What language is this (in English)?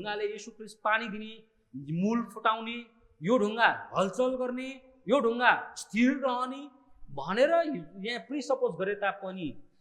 Nepali